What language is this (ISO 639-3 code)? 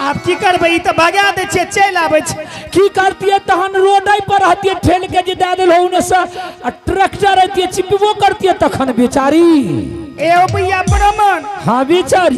anp